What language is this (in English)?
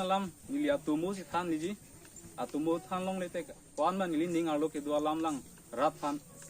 Karbi